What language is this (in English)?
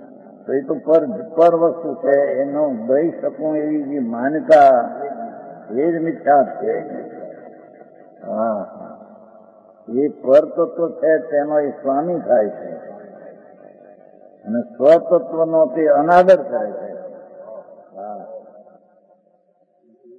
Gujarati